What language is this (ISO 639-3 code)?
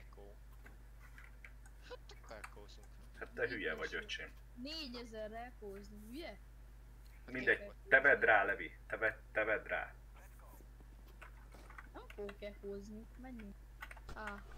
hun